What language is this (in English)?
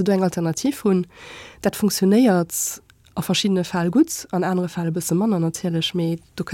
Luxembourgish